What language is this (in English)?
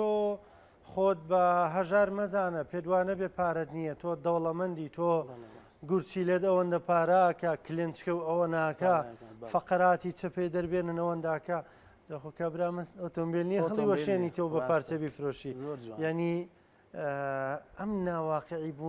Central Kurdish